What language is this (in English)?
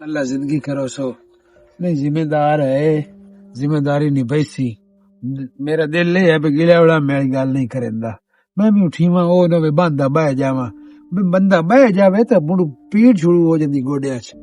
Western Panjabi